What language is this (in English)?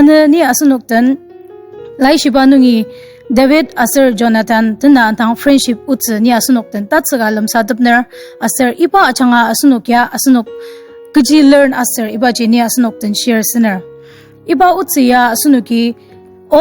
Ao Naga